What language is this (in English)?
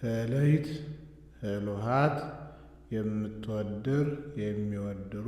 Amharic